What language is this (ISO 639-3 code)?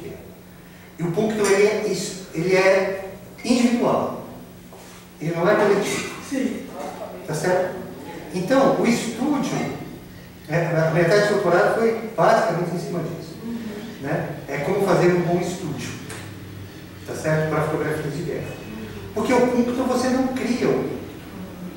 por